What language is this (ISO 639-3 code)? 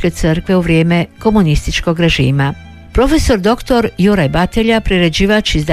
hrv